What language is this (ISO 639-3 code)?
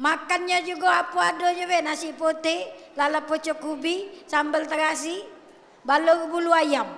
mui